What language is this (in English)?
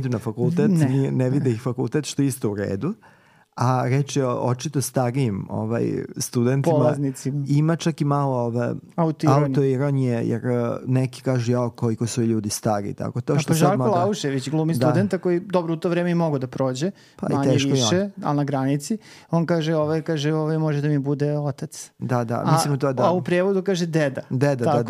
Serbian